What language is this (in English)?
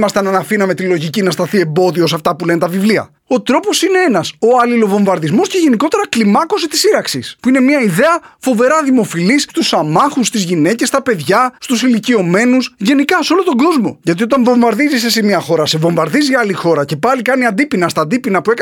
Greek